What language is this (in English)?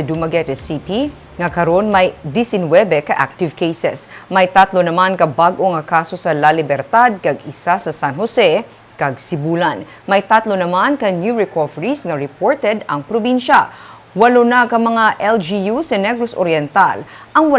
Hiligaynon